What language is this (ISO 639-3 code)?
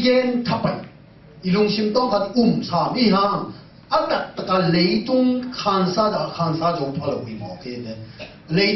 ctd